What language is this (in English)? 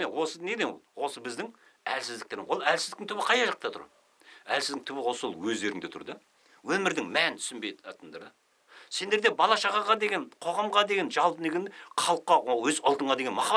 Kazakh